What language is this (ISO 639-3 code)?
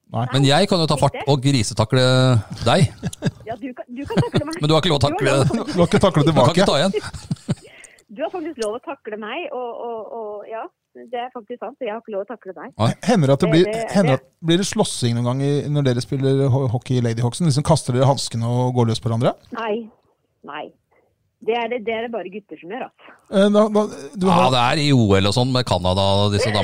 nor